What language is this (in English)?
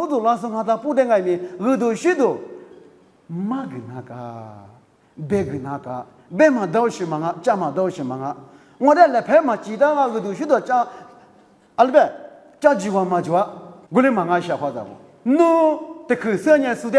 Lisu